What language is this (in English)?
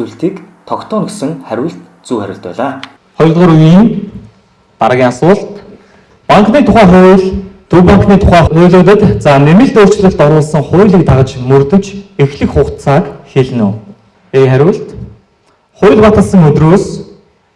Mongolian